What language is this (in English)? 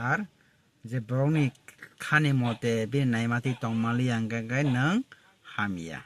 Kok Borok